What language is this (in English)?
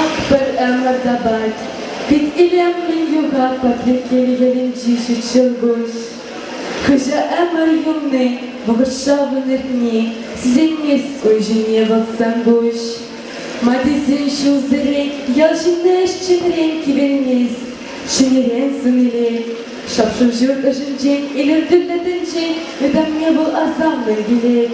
Chuvash